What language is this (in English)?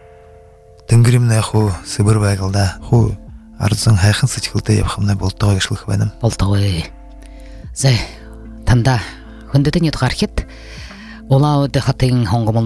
Buriat